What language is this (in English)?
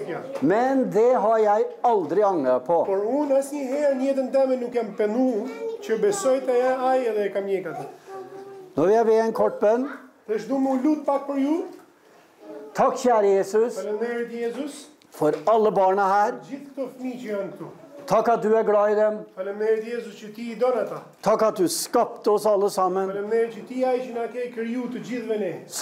Norwegian